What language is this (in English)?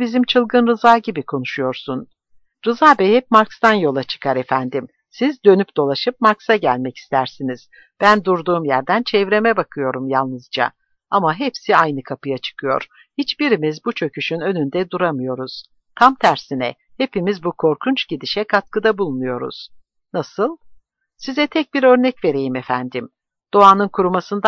Turkish